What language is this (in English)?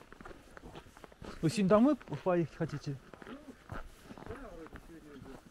Russian